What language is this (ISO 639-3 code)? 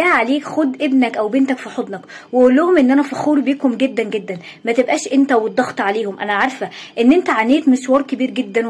arz